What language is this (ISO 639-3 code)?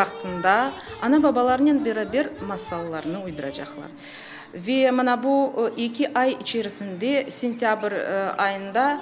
crh